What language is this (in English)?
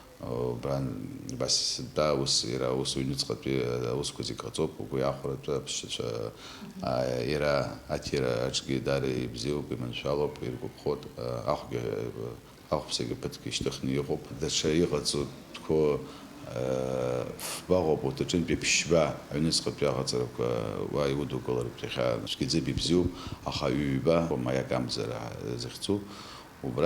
Abkhazian